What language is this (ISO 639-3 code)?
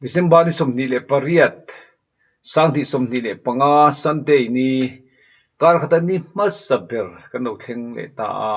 lus